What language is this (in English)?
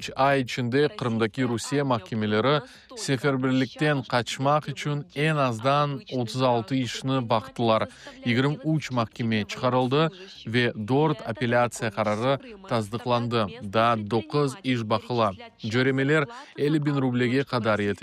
Crimean Tatar